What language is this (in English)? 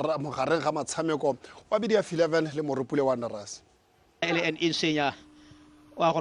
Tswana